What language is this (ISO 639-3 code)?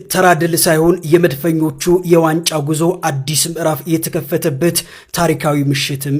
amh